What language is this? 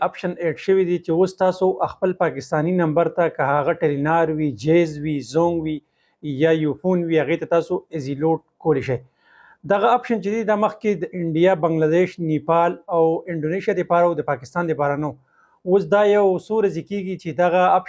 Pashto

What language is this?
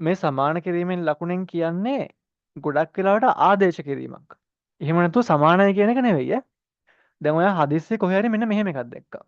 Sinhala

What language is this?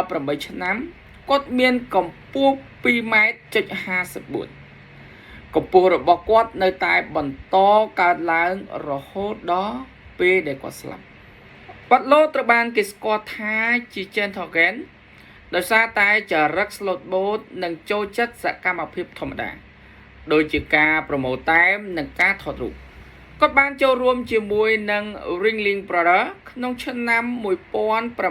Khmer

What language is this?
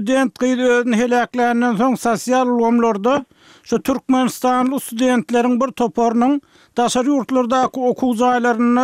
Turkmen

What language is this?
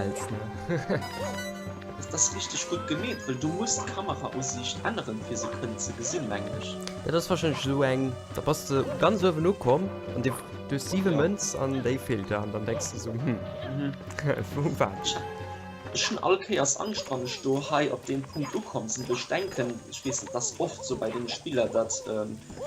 Luxembourgish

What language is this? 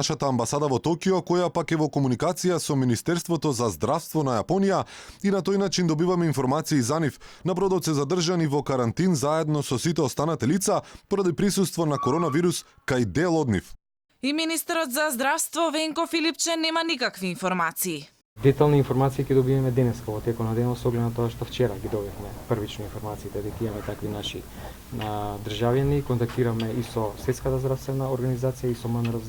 Macedonian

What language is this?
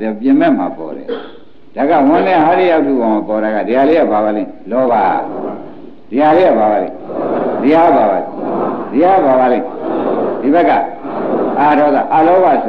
Burmese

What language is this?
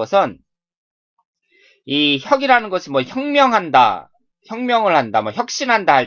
Korean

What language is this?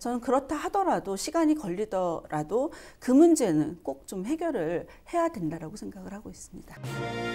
Korean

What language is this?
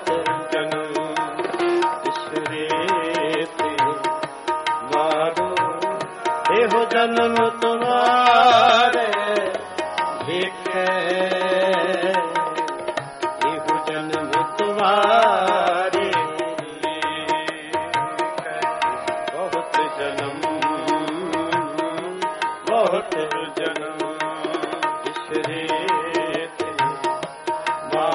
Punjabi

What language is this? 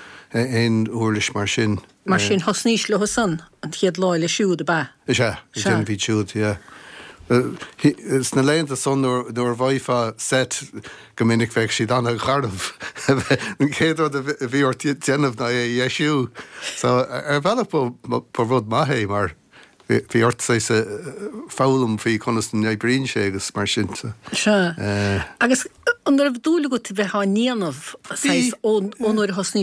Irish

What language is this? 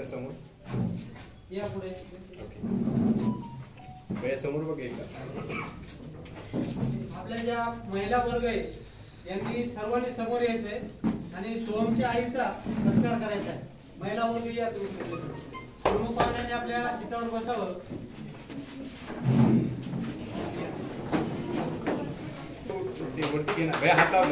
Marathi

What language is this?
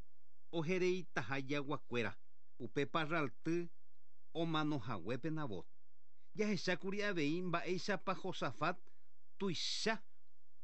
Guarani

